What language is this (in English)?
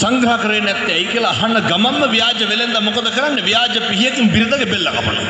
Sinhala